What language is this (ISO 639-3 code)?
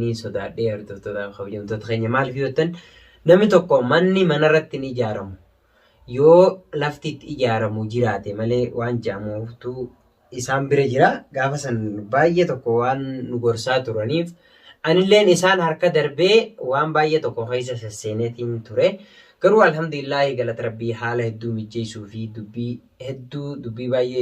orm